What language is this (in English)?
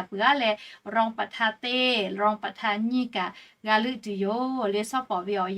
Lahu